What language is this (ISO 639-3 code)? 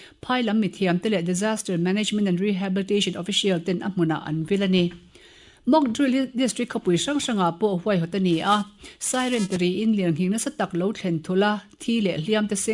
lus